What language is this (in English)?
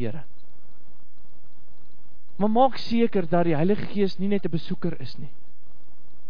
Afrikaans